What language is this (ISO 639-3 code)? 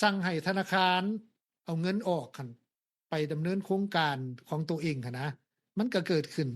lao